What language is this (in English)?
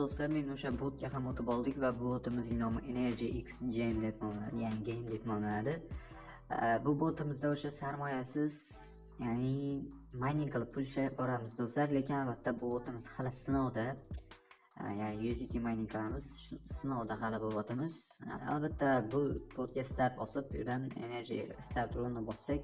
Uzbek